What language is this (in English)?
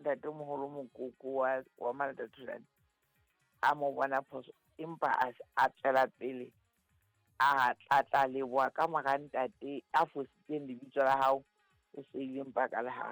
Southern Sotho